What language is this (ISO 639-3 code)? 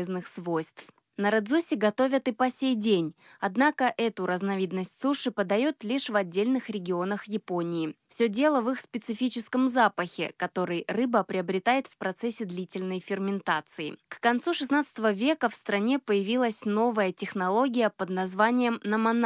rus